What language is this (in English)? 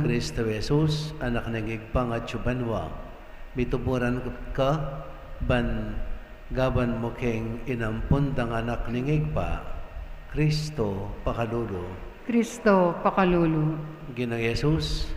Pampanga